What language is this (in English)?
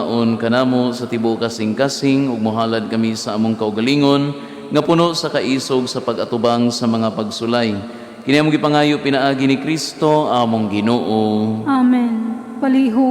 Cebuano